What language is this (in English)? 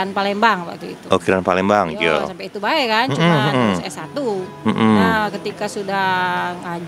Musi